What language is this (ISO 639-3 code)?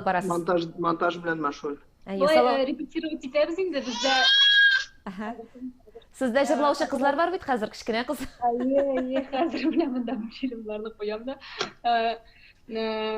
tat